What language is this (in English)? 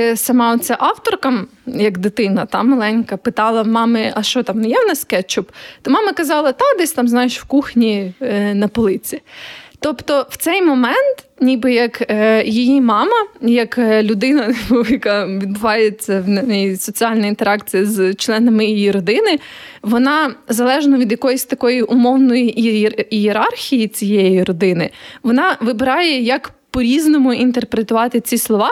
Ukrainian